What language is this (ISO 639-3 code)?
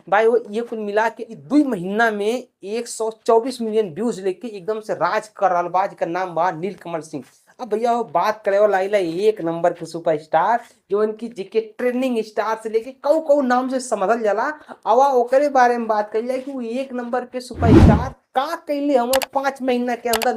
bho